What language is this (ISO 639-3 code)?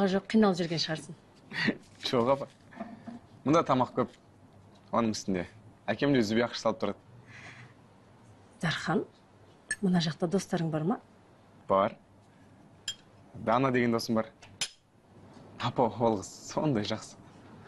kaz